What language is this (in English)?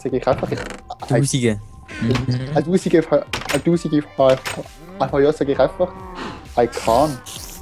Swiss German